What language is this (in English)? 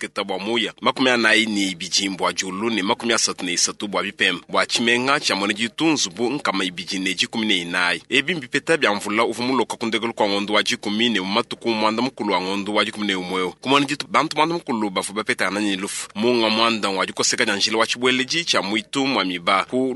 Luba-Lulua